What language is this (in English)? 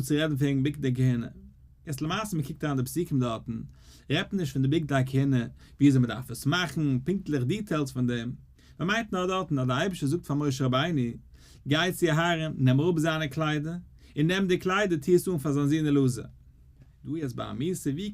Yiddish